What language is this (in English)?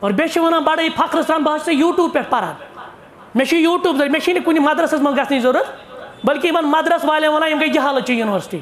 Kashmiri